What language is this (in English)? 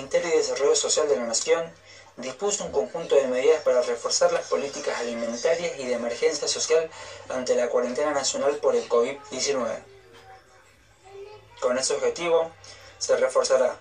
Spanish